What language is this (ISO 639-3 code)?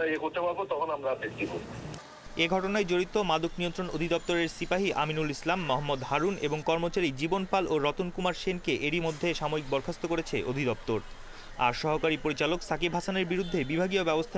ben